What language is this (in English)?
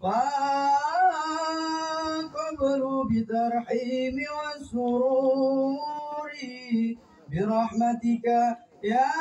Betawi